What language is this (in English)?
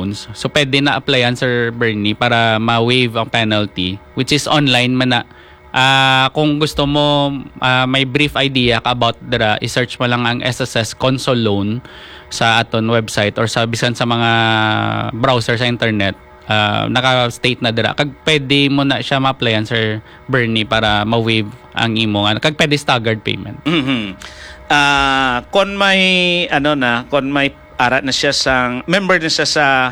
Hiligaynon